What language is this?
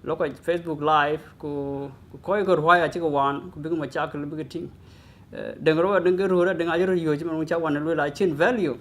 Dinka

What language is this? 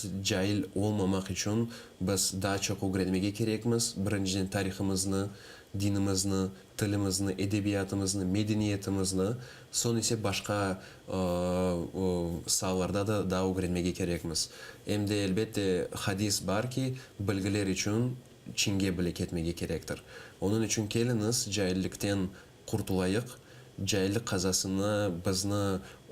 Crimean Tatar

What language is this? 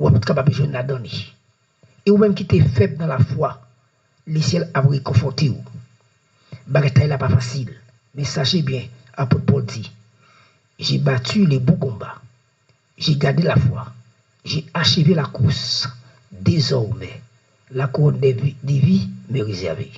Haitian Creole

